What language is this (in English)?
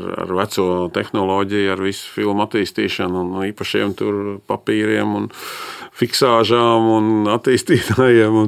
Latvian